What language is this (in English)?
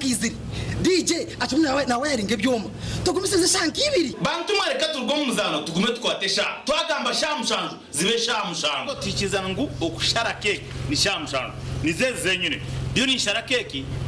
Nyankole